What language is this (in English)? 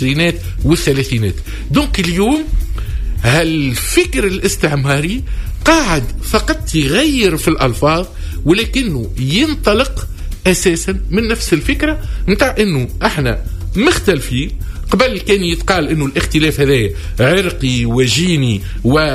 Tunisian Arabic